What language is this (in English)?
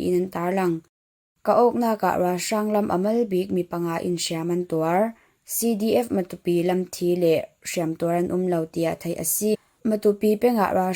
Falam Chin